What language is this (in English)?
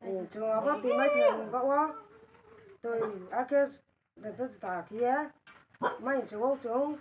Riang (India)